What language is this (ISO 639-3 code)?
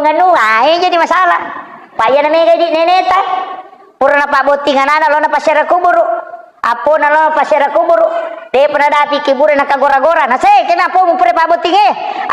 bug